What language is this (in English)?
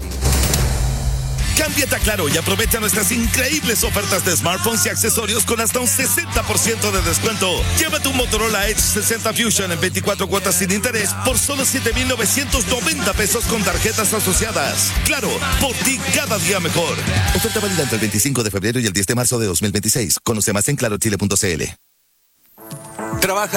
Spanish